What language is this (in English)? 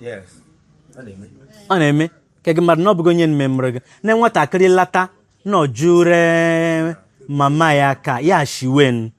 Igbo